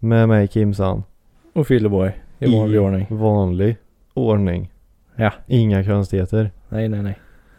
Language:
Swedish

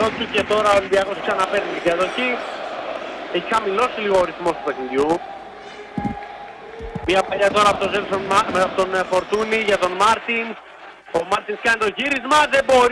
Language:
Greek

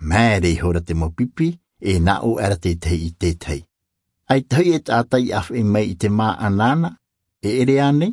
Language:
Tahitian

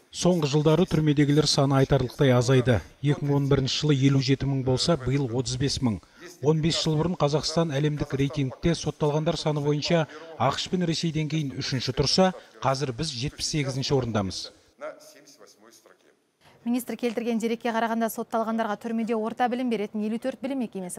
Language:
Kazakh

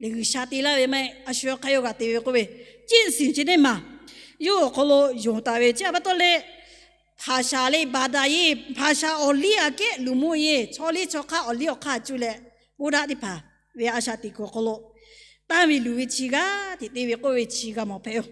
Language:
Lahu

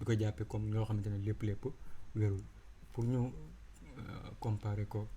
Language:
Wolof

